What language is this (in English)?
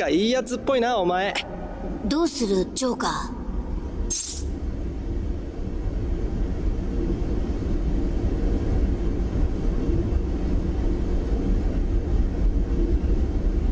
Japanese